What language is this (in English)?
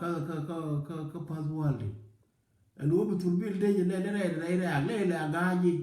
Nuer